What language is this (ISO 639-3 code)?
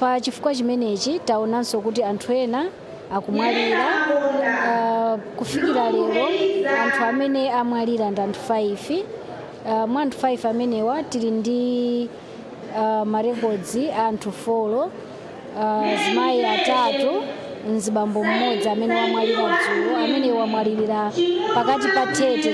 nya